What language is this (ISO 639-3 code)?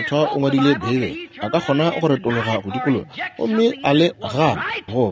nso